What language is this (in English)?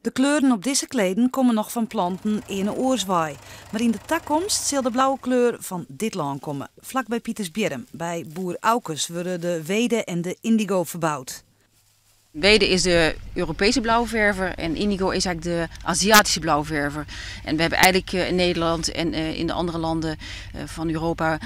Western Frisian